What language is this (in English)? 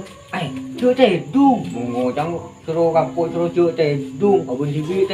Madurese